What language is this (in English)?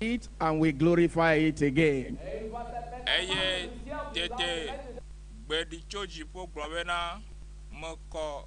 Ewe